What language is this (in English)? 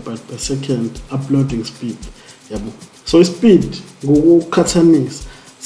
Zulu